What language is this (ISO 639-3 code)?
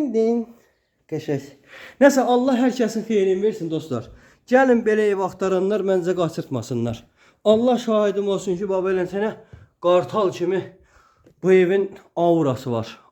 aze